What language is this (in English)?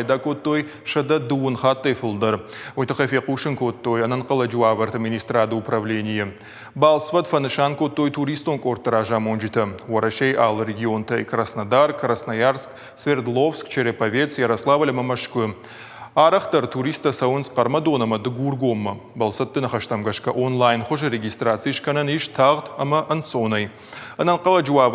Ossetic